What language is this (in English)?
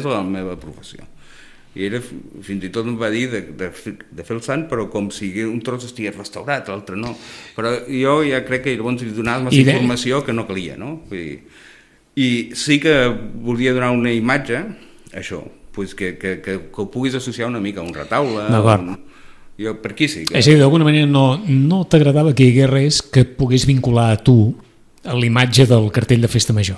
Catalan